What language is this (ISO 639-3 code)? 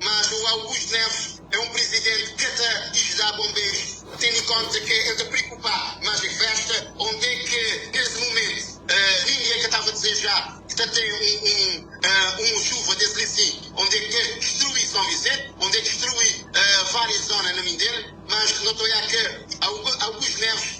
kea